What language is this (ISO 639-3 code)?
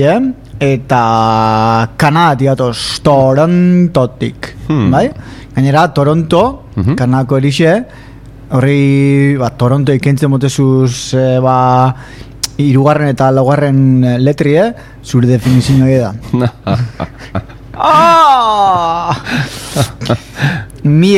eus